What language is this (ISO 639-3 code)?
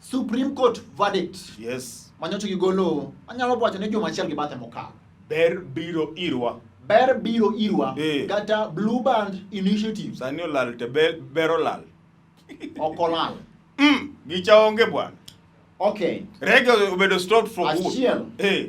luo